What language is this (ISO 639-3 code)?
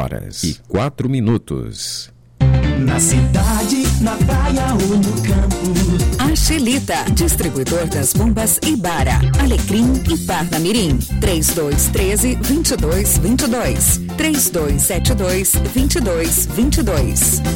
por